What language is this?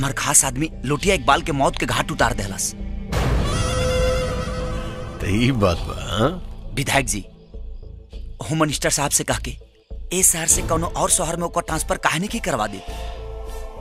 Bhojpuri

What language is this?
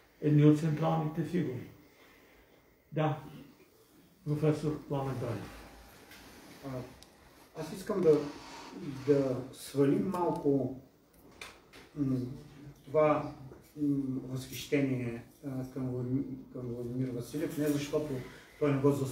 Bulgarian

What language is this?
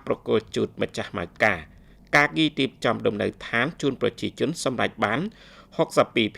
Khmer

